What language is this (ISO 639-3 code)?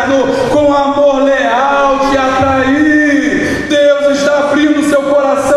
por